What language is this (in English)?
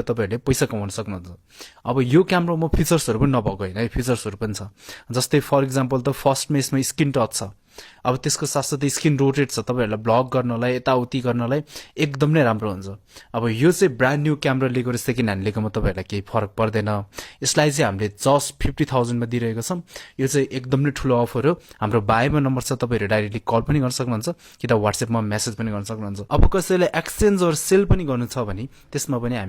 Nepali